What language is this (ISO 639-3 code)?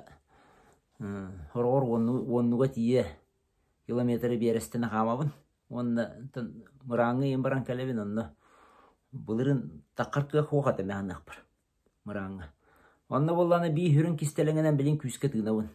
sah